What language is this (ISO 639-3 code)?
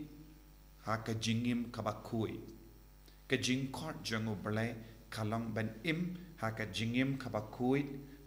kha